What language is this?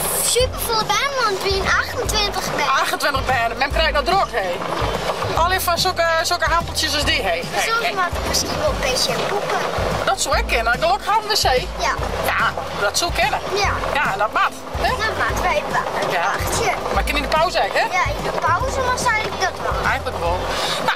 Western Frisian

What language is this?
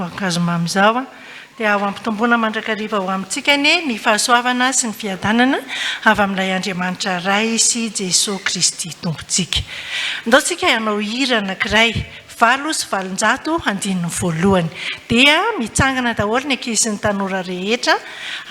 Malagasy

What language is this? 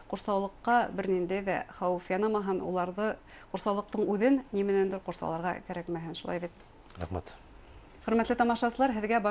Bashkir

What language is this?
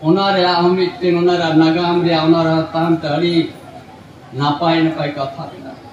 Santali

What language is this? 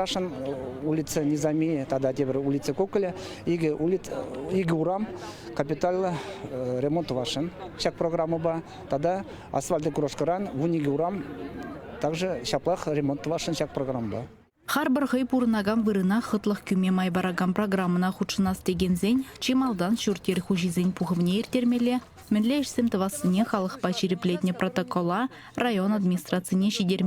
Chuvash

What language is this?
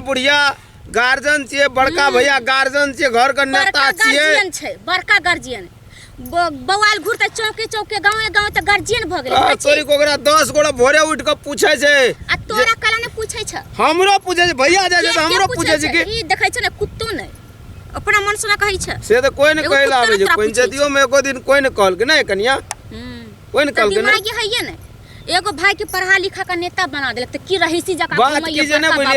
Maithili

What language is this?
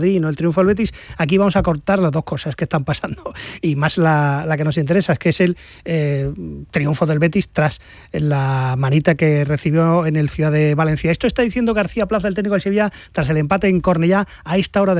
Spanish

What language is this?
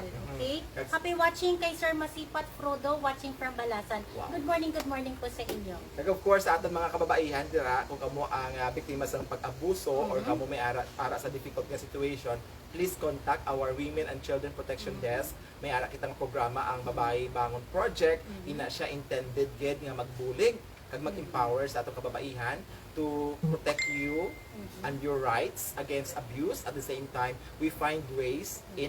Hiligaynon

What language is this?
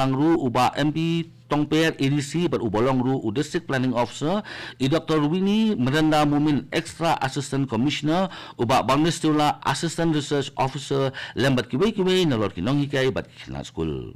Khasi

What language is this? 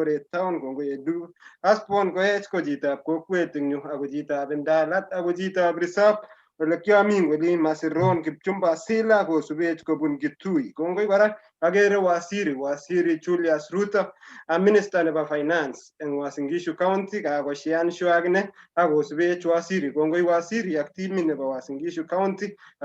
Kalenjin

